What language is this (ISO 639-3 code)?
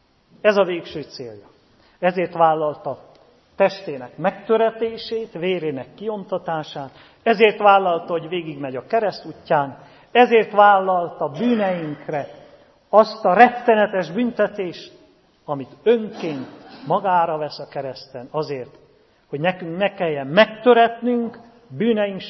hun